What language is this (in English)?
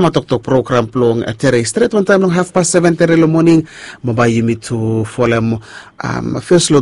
Bislama